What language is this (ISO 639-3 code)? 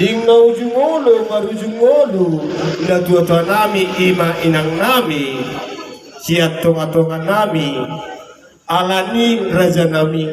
bbc